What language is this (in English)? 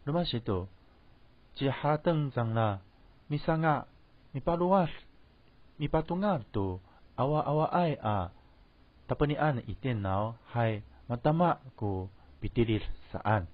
Amis